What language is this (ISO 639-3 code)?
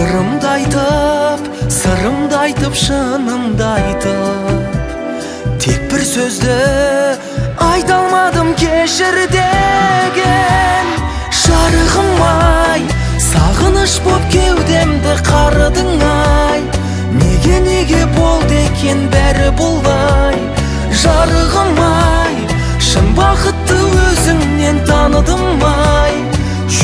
kaz